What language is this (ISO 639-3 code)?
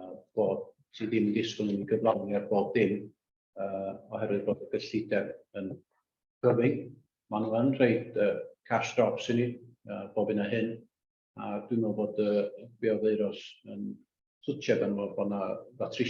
cym